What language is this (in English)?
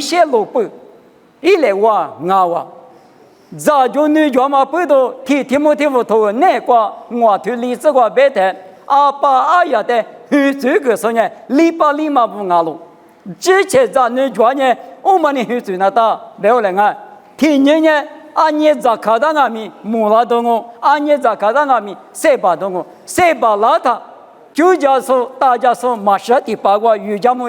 Lisu